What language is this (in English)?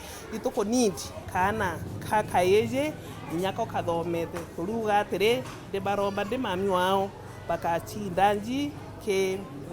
Meru